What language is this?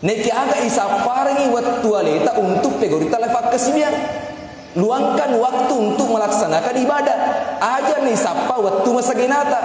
Buginese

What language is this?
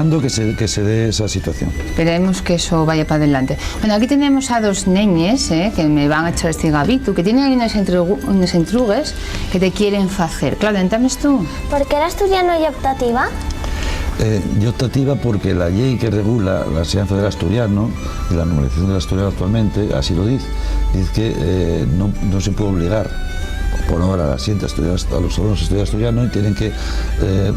Asturian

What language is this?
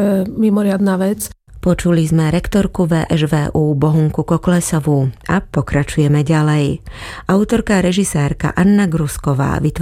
Slovak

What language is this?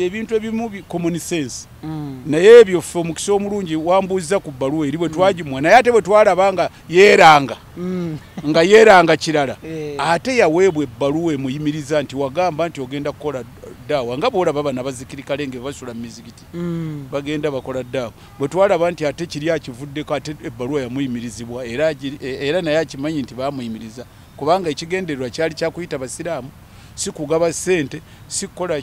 Ganda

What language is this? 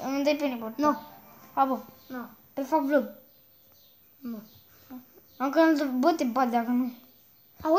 Romanian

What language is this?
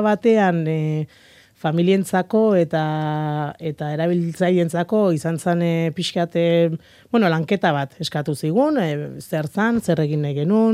Basque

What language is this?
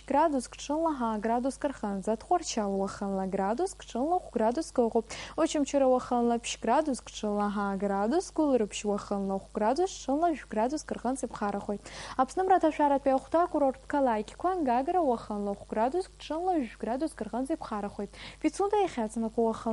Abkhazian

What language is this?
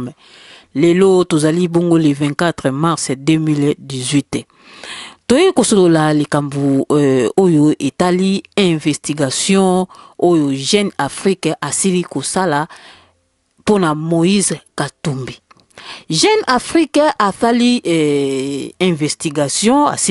Lingala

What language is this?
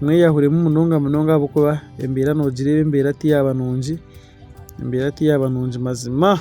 Nyankole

